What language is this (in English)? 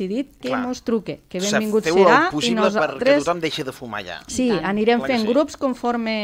Catalan